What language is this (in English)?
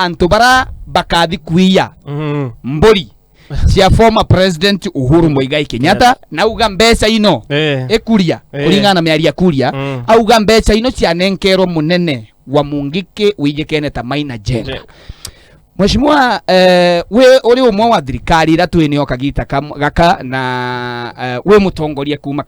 Meru